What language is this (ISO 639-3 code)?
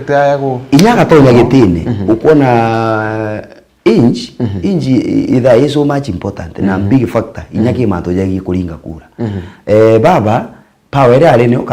mer